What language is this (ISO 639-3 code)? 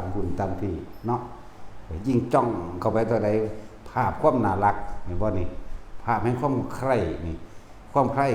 tts